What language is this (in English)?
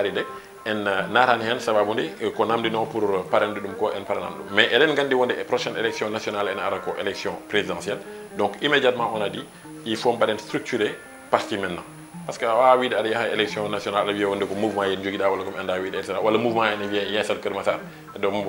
Fula